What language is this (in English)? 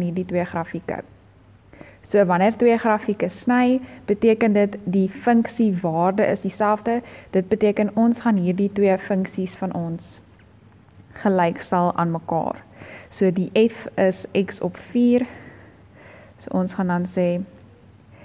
Afrikaans